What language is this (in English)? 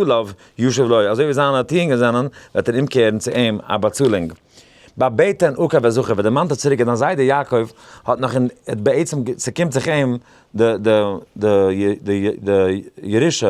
Yiddish